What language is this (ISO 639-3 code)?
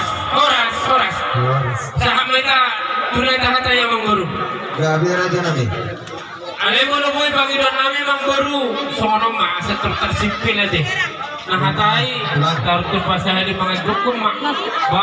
bbc